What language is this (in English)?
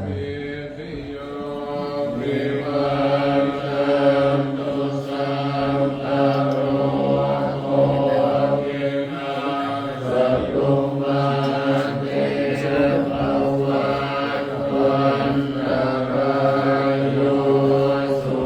Pali